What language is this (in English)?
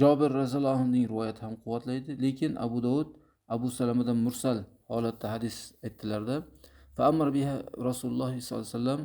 Uzbek